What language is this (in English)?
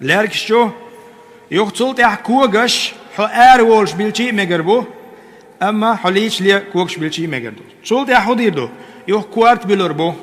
Chechen